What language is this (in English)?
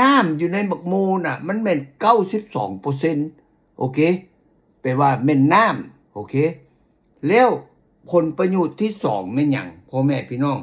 Lao